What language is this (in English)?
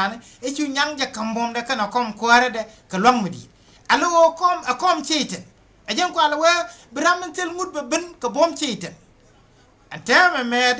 Nuer